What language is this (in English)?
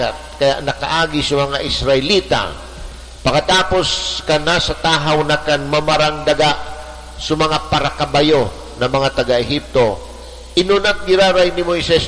Bikol